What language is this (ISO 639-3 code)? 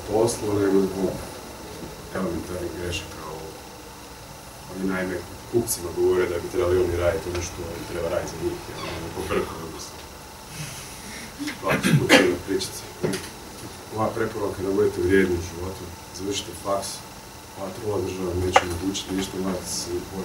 hrv